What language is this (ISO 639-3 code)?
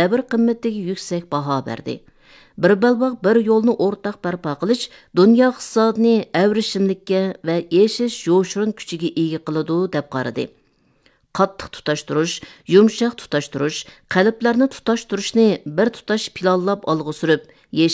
uig